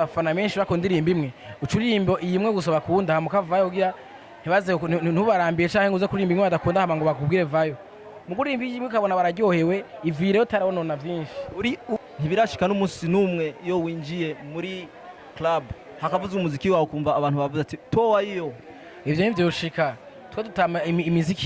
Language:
Rundi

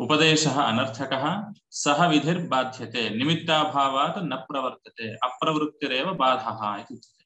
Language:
Sanskrit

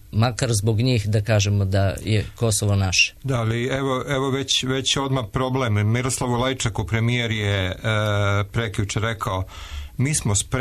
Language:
Serbian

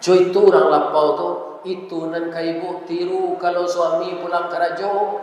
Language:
Minangkabau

